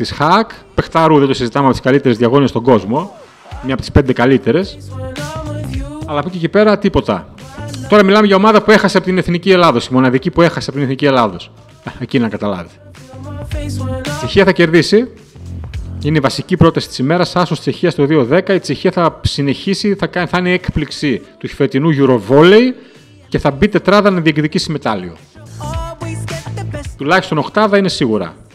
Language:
Greek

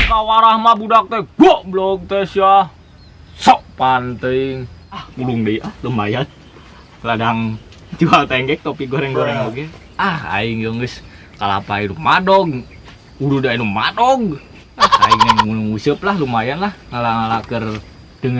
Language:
Sundanese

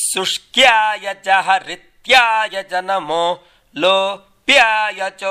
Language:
Sanskrit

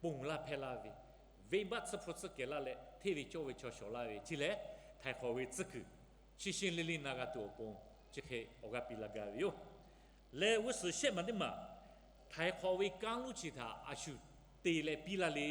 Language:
Lahu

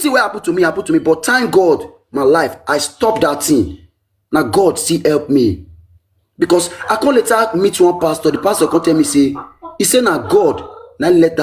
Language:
Nigerian Pidgin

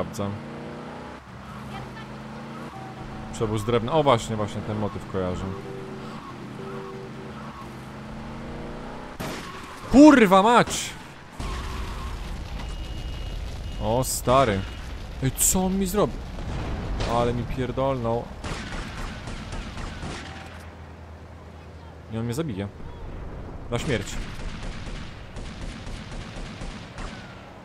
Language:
Polish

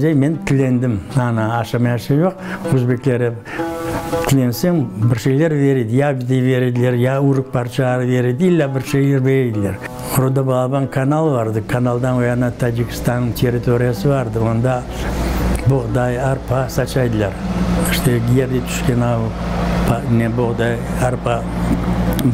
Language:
Crimean Tatar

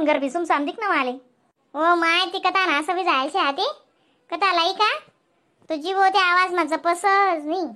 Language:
Khandesi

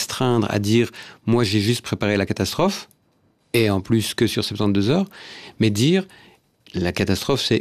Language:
French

